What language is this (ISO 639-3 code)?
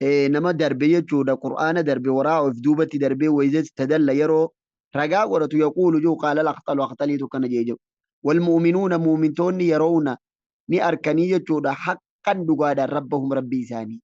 orm